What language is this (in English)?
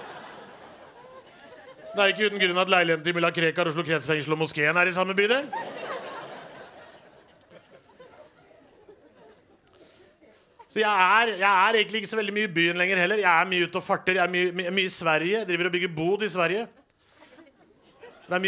Norwegian